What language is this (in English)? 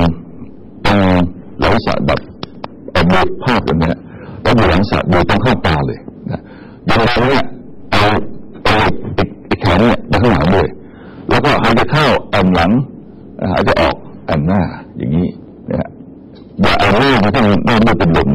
Thai